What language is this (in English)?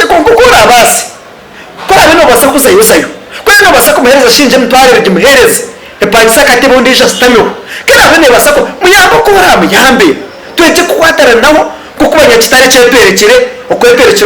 Nyankole